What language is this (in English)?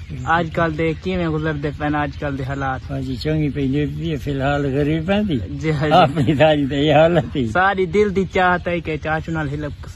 Saraiki